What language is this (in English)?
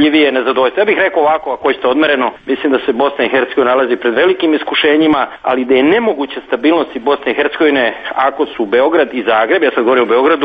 Serbian